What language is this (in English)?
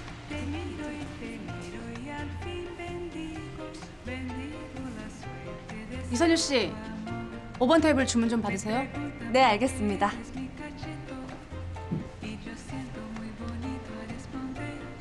Korean